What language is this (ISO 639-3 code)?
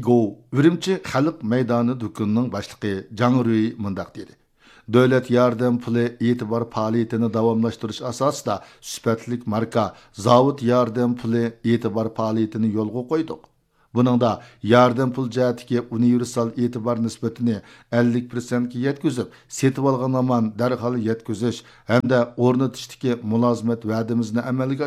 uig